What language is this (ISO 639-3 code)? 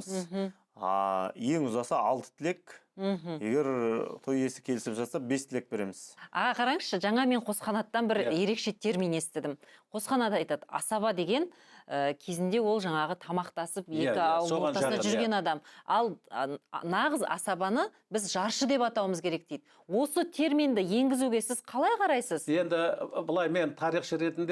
kaz